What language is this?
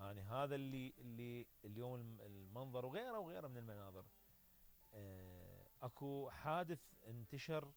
Mesopotamian Arabic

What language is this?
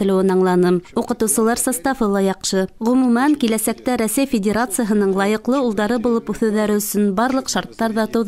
Bashkir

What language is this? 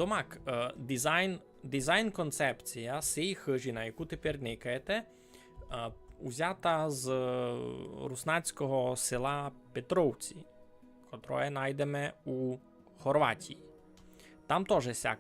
Rusyn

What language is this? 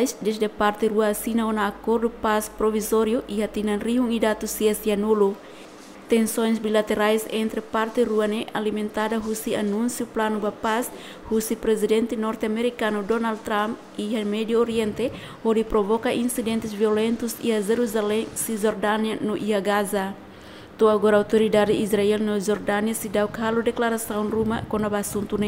Tetum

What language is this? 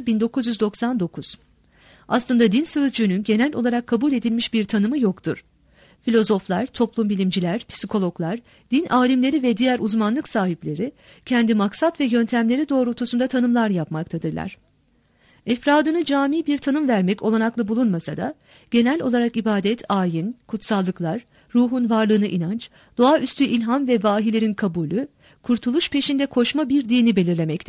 Turkish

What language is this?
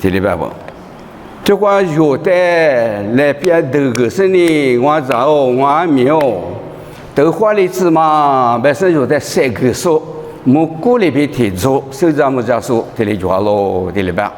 Lisu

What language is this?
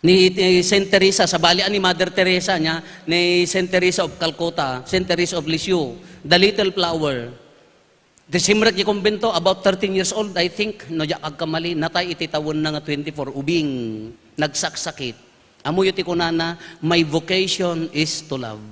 Iloko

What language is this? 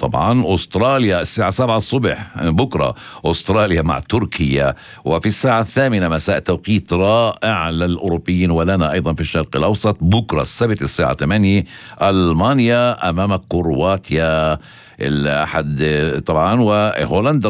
North Levantine Arabic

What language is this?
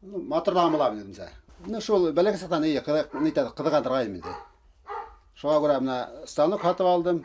Bashkir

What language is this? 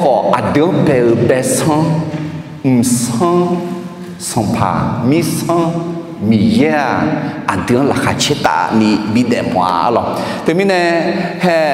Akha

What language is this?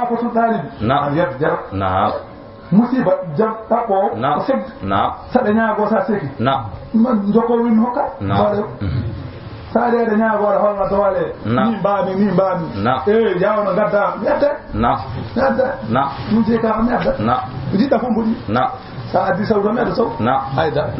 Fula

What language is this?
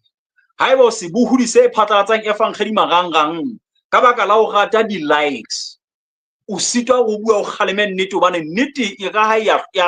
Southern Sotho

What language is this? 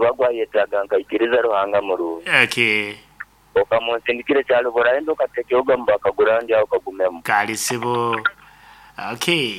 Nyankole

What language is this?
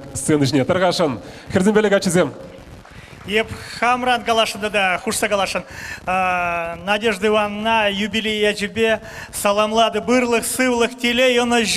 Chuvash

